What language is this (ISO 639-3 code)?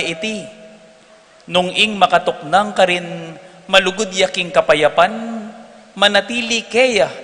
pam